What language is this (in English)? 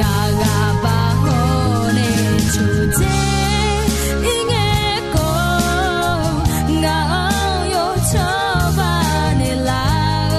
Akha